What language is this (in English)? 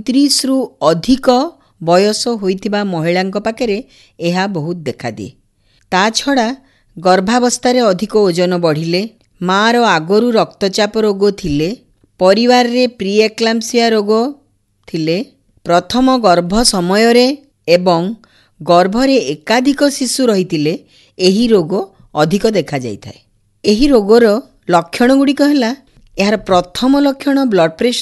Odia